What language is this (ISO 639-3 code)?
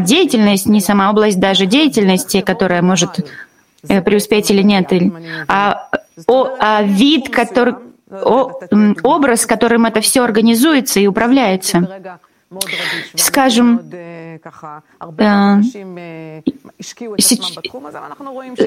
rus